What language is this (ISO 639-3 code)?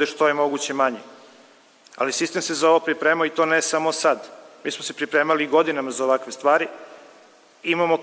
srp